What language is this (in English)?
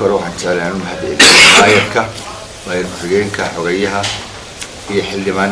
Somali